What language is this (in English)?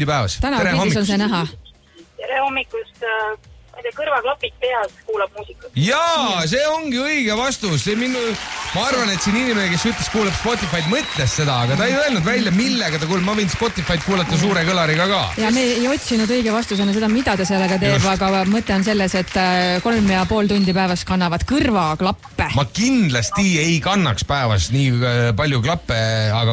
Estonian